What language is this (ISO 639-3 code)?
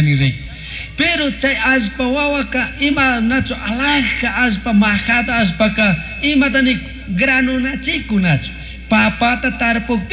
qug